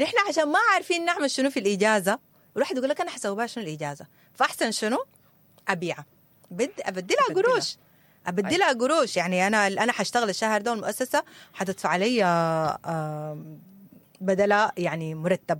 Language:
Sudanese Arabic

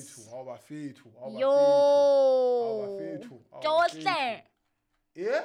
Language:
Southern Sotho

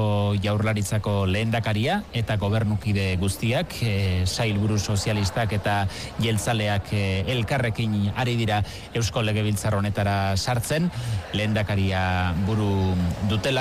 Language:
Basque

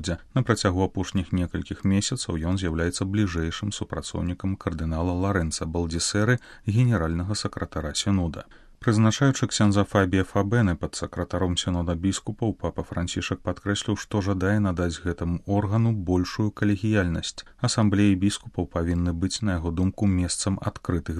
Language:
Belarusian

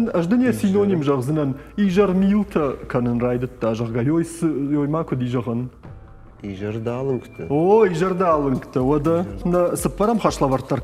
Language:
Ossetic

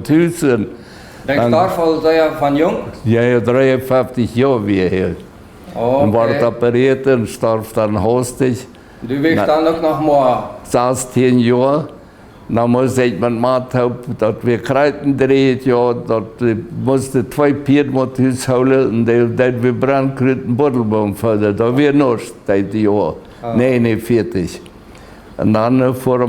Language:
Plautdietsch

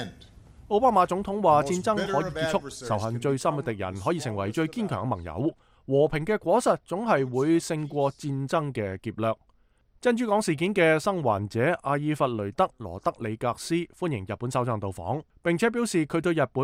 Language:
Cantonese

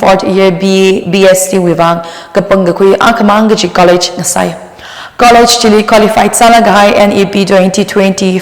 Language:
Tangkhul Naga (India)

